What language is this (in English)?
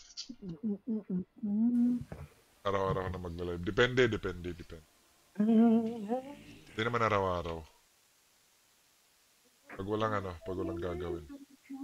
Filipino